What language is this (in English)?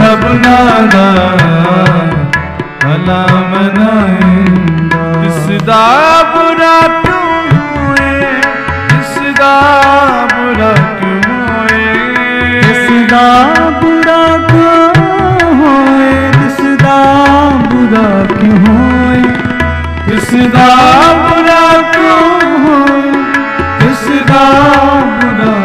Punjabi